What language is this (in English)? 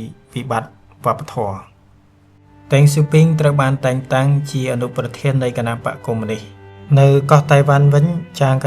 Khmer